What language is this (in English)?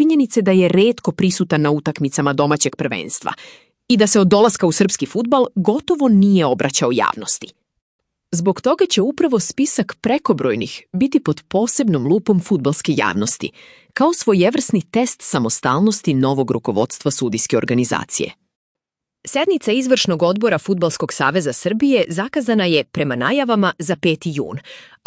Serbian